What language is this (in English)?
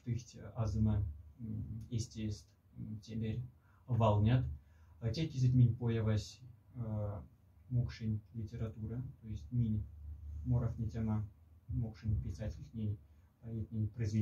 Moksha